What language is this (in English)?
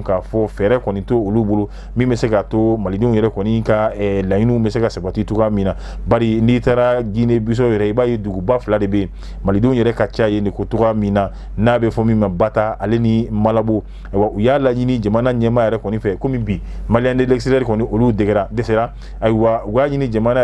Bambara